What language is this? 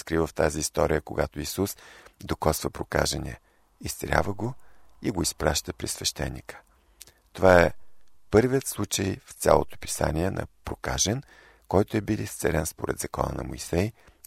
Bulgarian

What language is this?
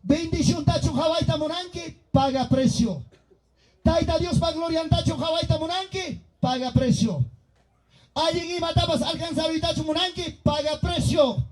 Ayacucho Quechua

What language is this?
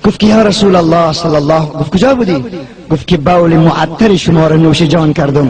Tajik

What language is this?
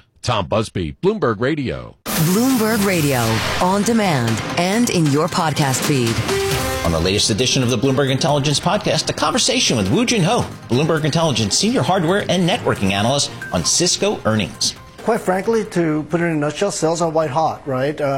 English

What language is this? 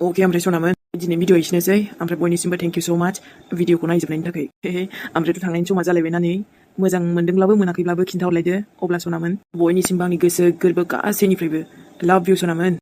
Bodo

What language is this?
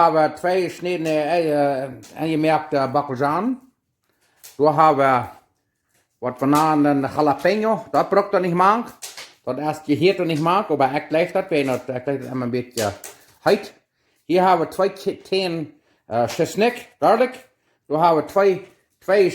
Plautdietsch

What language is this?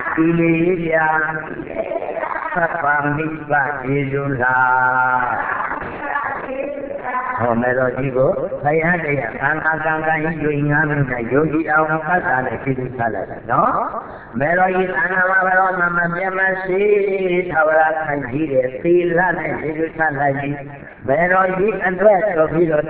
Burmese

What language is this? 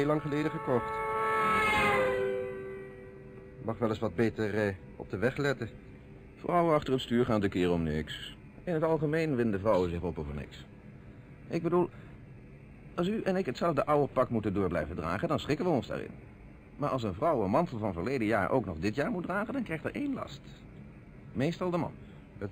Dutch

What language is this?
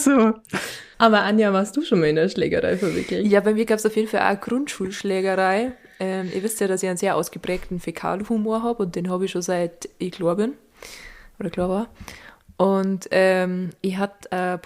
Bavarian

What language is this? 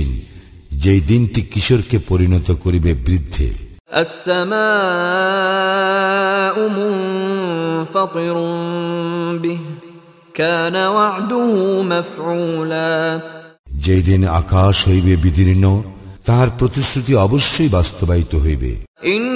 Bangla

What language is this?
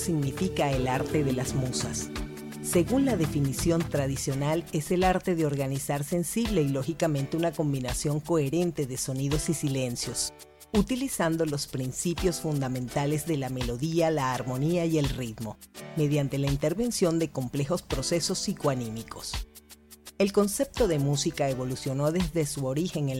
Spanish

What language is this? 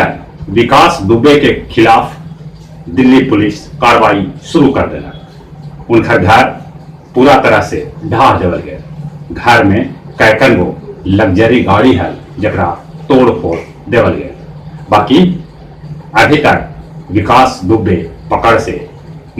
Magahi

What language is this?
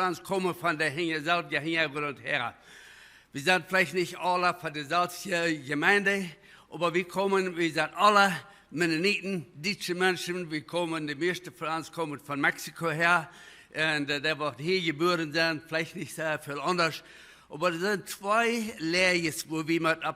Plautdietsch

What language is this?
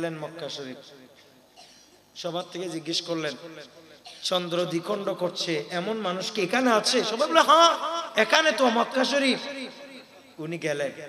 Bangla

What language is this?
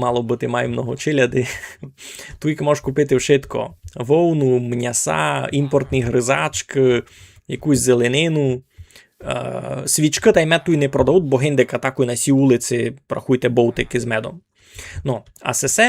Rusyn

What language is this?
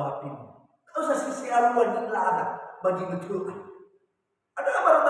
Nias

